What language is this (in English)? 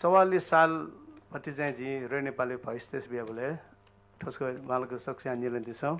Newari